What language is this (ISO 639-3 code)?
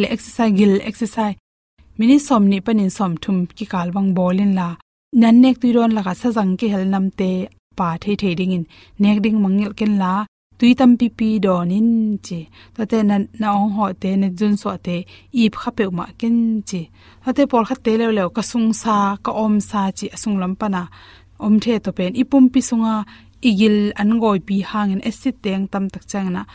ctd